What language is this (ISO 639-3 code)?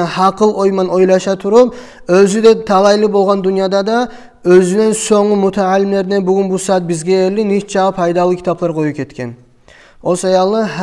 kum